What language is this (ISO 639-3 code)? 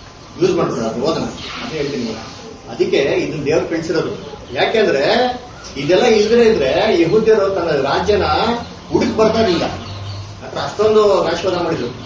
kan